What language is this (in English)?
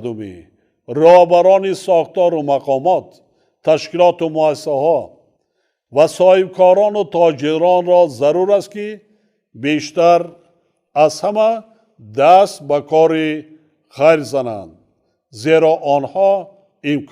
Tajik